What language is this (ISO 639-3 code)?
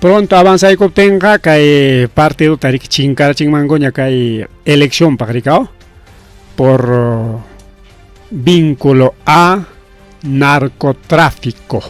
quy